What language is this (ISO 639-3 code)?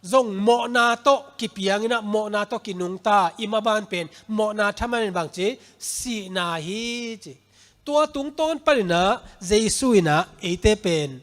ctd